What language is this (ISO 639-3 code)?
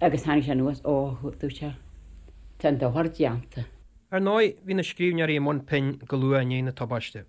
gle